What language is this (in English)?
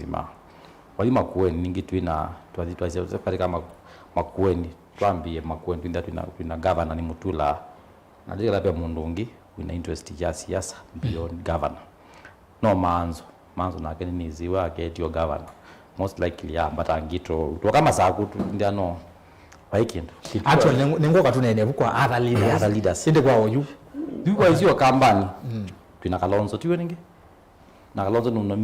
Kamba